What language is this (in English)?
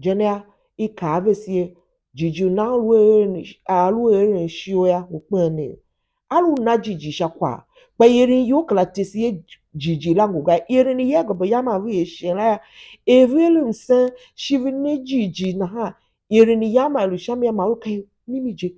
Tiv